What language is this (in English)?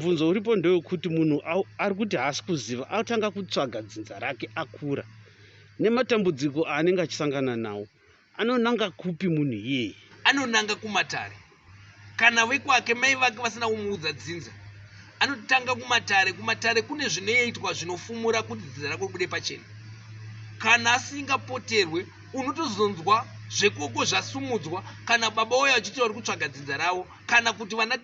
Shona